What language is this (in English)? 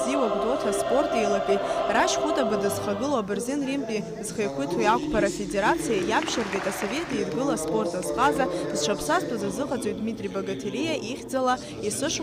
Abkhazian